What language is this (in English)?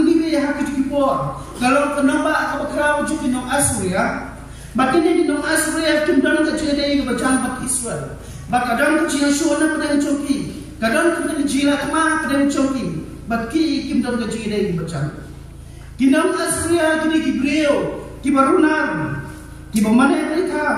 Khasi